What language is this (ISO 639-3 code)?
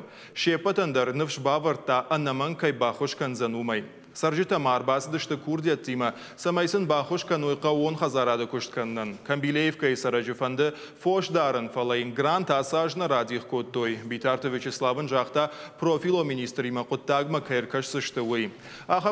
oss